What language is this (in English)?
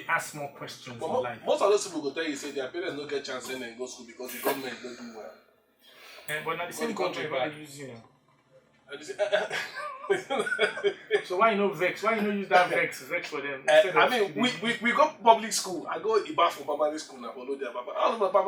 Nigerian Pidgin